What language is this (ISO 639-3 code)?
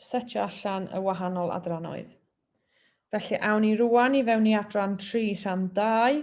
cym